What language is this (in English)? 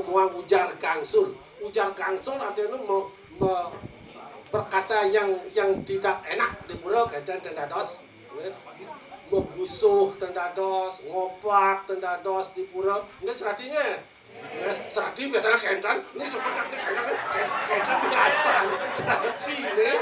Balinese